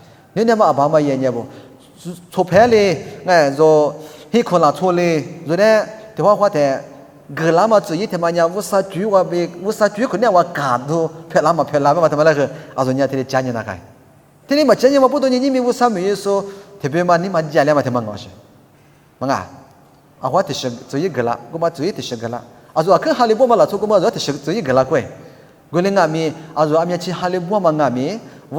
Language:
Lisu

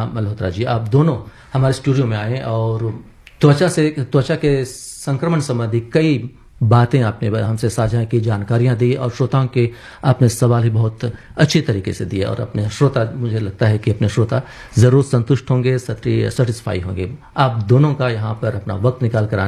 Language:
Hindi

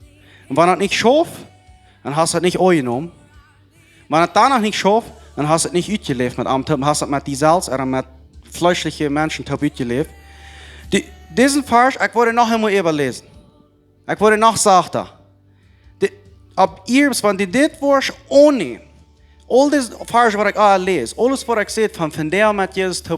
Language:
Plautdietsch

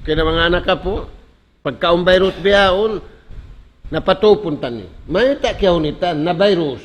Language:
Tausug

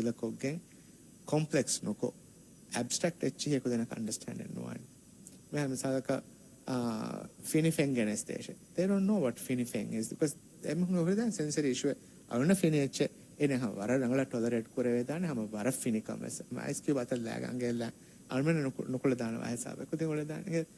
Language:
Divehi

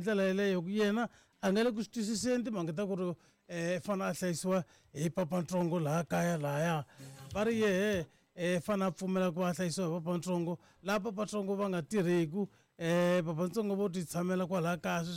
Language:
Tsonga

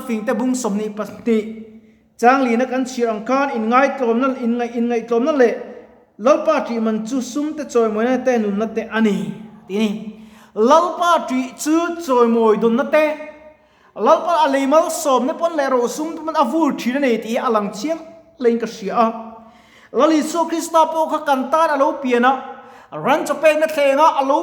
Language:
Mizo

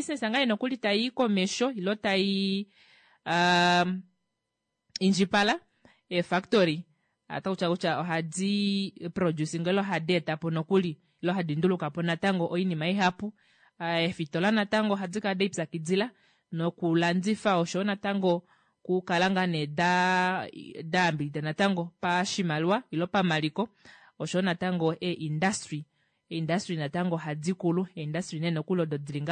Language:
Kuanyama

